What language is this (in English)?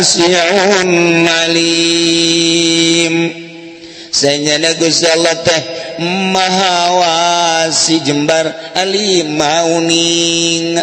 Sundanese